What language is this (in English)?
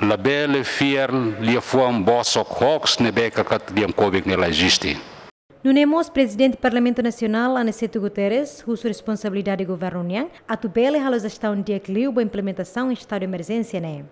Tetum